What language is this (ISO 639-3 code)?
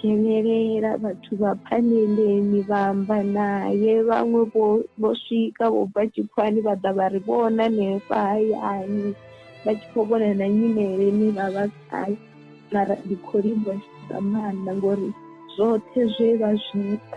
ven